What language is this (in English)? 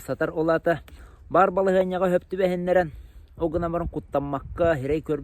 Yakut